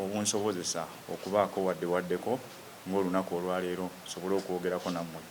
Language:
Ganda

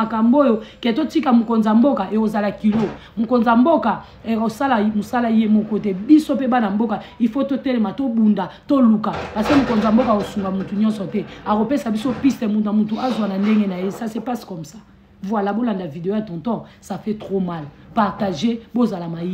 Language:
Lingala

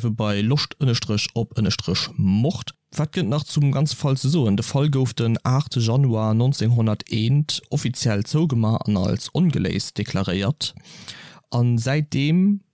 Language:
Luxembourgish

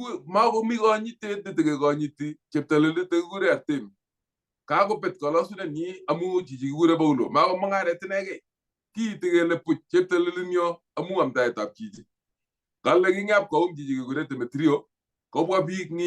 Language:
Kalenjin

